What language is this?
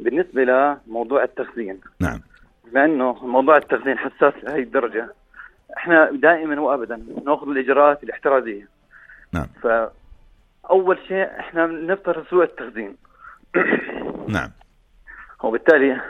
North Levantine Arabic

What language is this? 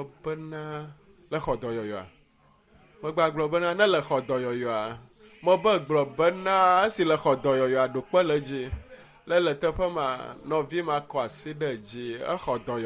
Ewe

